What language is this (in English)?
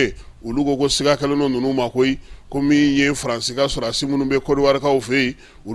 Bambara